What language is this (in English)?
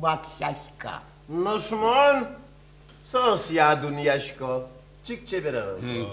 Udmurt